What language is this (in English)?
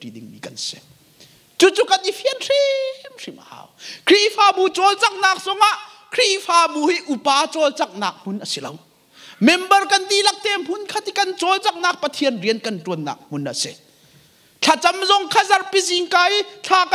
Hakha Chin